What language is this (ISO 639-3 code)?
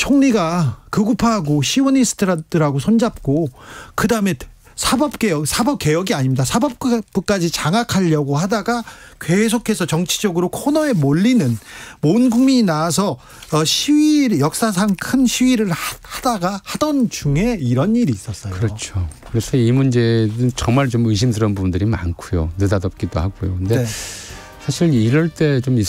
kor